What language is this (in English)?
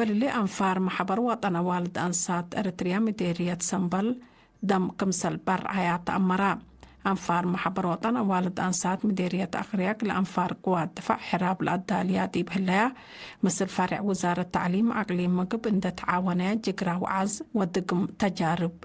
Tigre